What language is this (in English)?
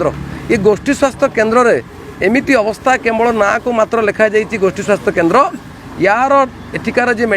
Odia